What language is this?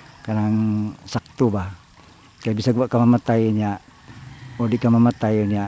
Cebuano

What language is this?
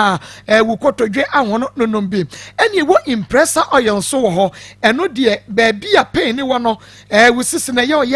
Akan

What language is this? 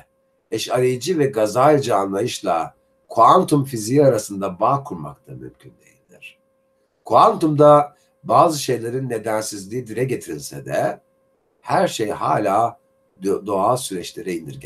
Turkish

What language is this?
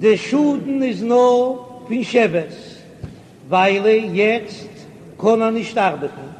Yiddish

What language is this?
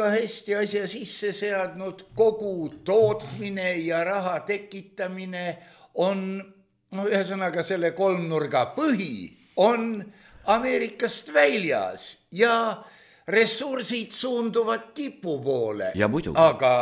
Estonian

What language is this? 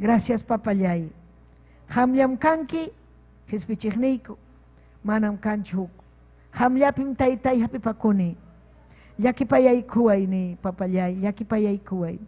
Ayacucho Quechua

